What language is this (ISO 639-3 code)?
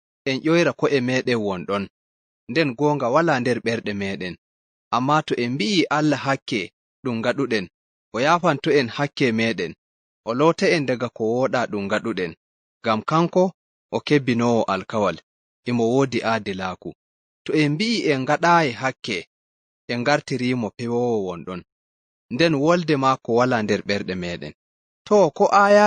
ful